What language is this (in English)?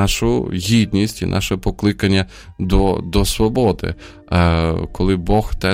Ukrainian